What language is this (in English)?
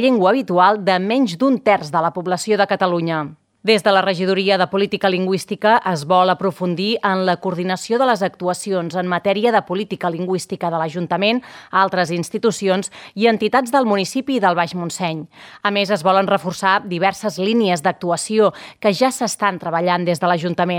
Catalan